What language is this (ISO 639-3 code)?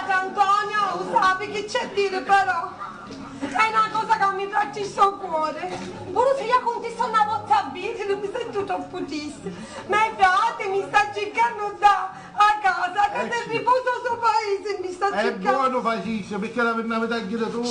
scn